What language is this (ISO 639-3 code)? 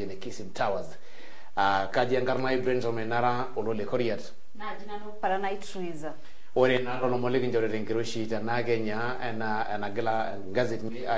mas